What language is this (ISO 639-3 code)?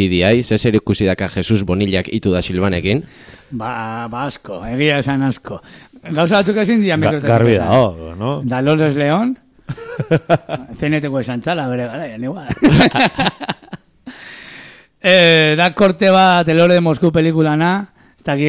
eus